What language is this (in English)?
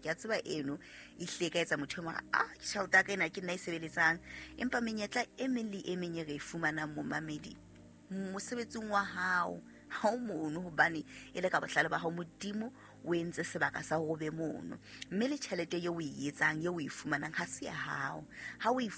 Southern Sotho